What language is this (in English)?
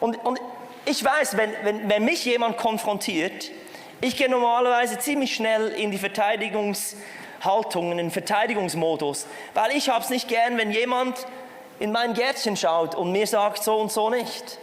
Swiss German